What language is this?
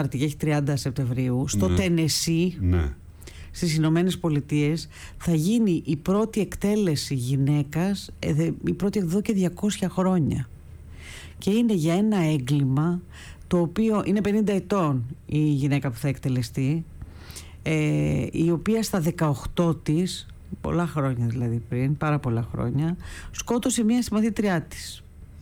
Greek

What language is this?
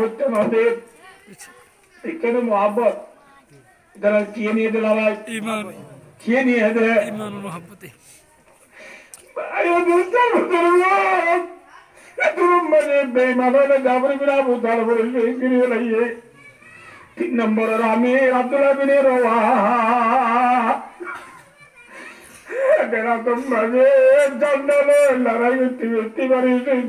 Bangla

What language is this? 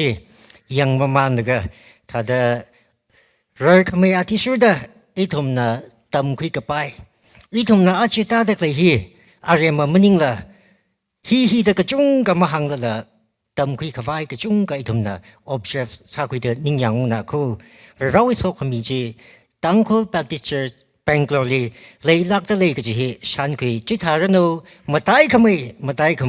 Tangkhul Naga (India)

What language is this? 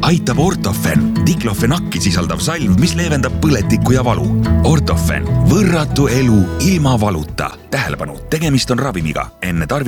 Estonian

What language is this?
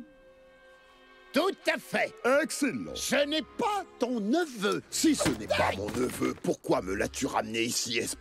French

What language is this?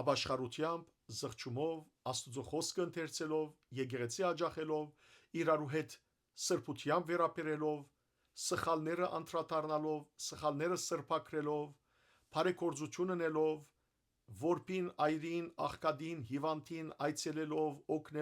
Western Armenian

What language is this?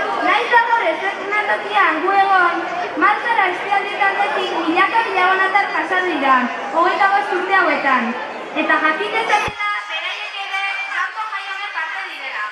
Basque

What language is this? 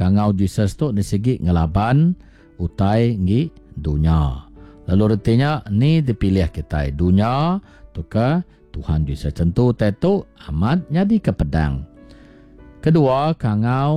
Iban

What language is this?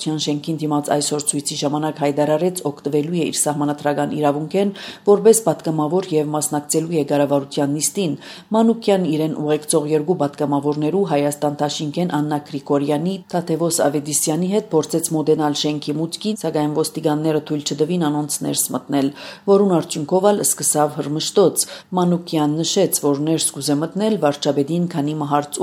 Armenian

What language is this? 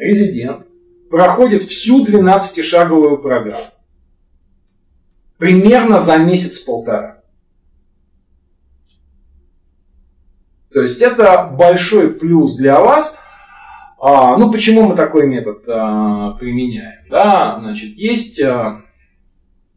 Russian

